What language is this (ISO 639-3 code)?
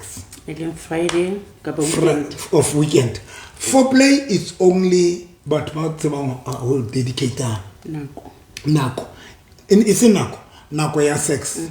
sot